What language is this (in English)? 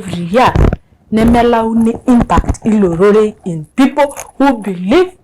Masai